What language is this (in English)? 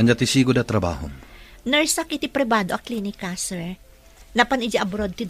Iloko